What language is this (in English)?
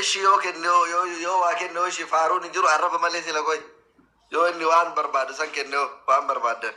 Oromo